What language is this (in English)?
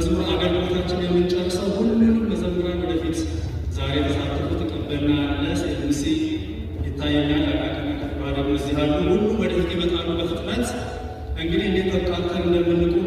Amharic